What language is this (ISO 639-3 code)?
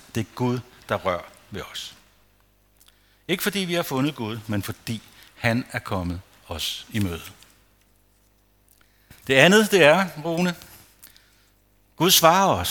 dan